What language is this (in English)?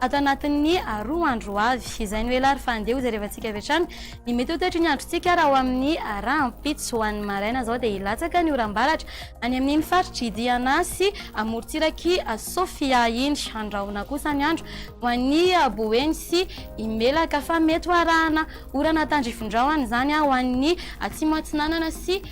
Malagasy